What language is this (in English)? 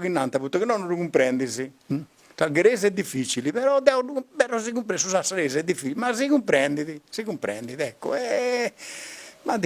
Sardinian